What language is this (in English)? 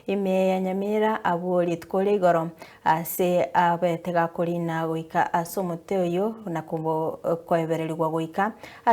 Gusii